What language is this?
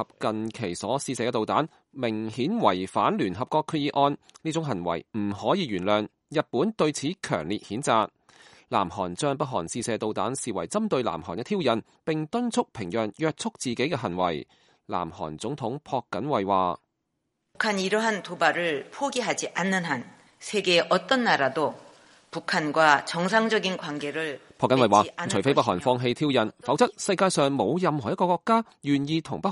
Cantonese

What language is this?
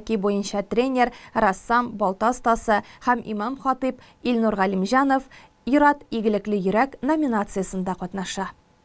Tatar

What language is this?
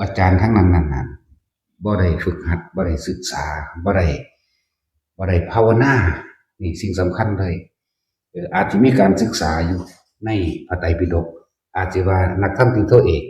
Northeastern Thai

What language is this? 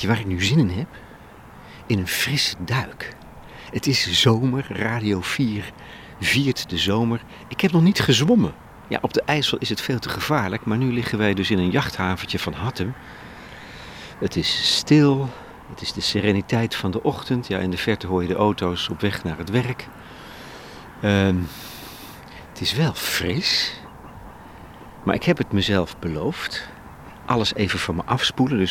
Dutch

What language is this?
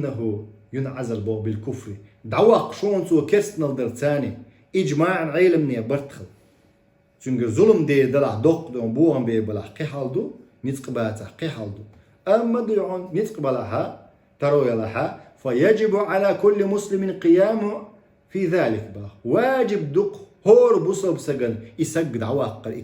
Chechen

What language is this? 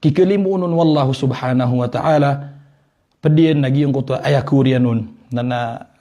Maranao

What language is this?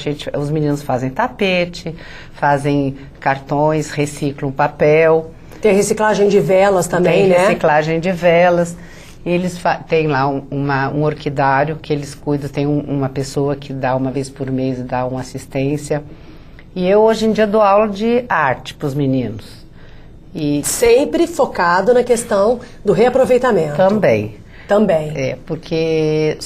Portuguese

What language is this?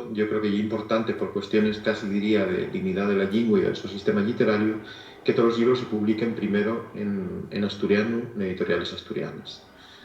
Asturian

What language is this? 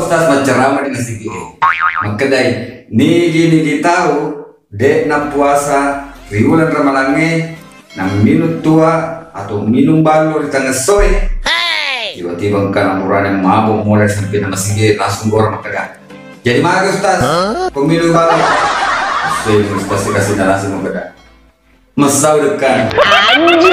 Buginese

